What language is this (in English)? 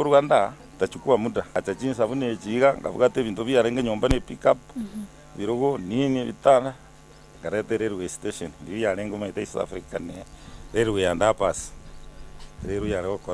Gusii